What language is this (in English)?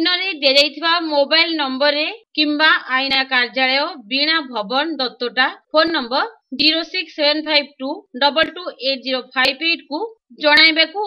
Odia